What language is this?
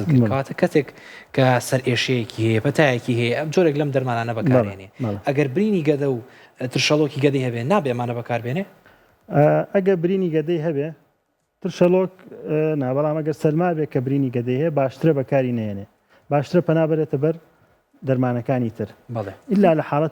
Central Kurdish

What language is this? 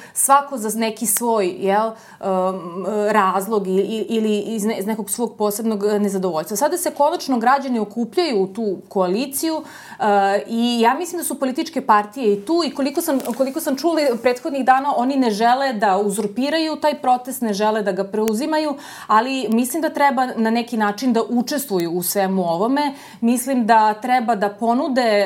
Serbian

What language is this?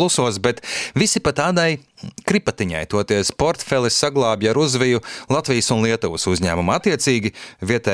Latvian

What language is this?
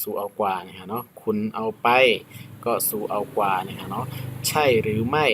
Shan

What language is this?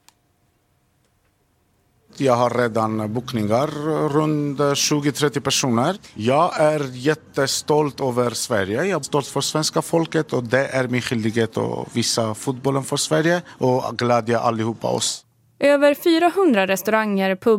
Swedish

